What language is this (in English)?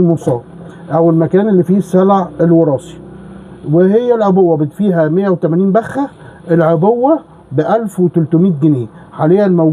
Egyptian Arabic